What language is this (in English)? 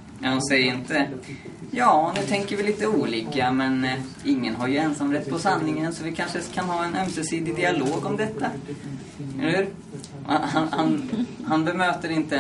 Swedish